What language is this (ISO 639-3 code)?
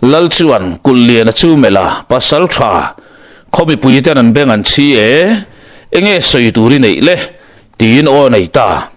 lus